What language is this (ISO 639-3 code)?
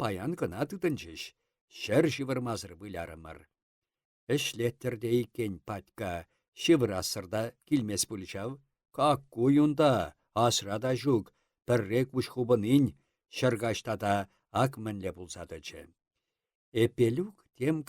chv